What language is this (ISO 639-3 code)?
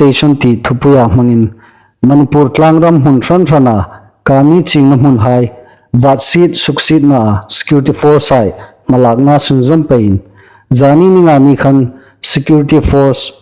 hmr